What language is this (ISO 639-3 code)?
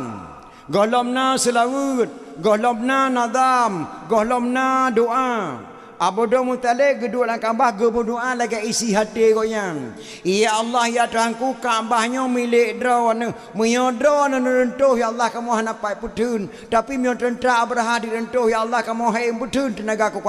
ace